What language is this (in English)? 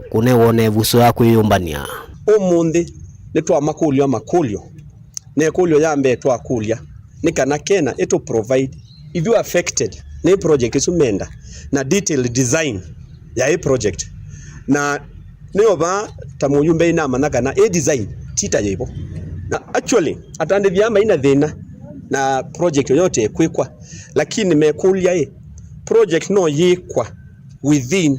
Kamba